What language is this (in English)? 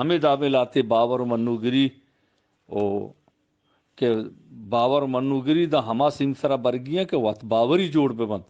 Eastern Balochi